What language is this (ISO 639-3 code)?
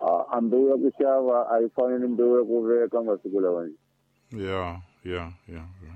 tso